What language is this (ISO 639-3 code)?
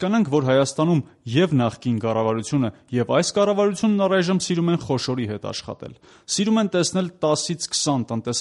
hye